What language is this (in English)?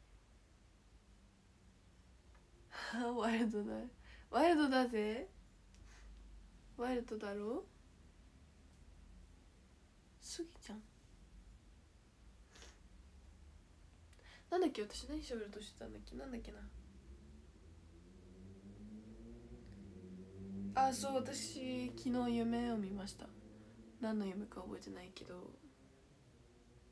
Japanese